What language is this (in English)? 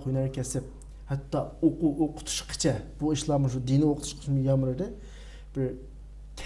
Uyghur